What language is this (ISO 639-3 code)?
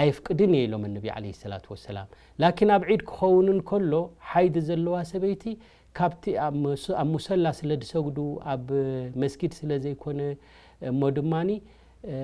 tir